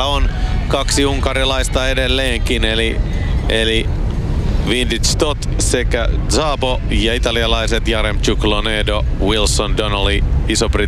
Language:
Finnish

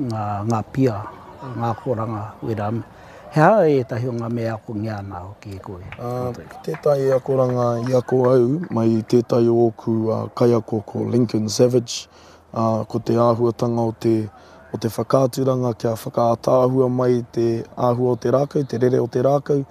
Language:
Māori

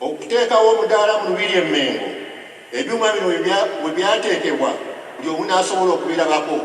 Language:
Ganda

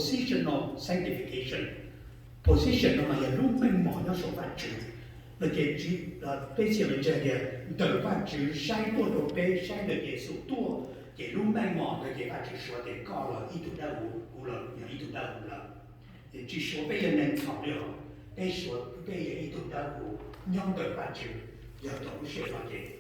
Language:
Hmong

